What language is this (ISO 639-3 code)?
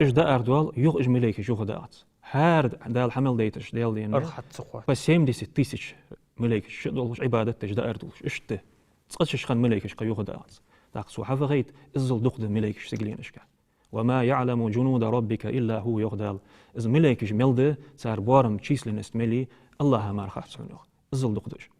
inh